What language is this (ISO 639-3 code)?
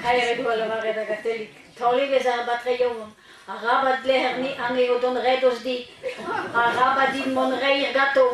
bre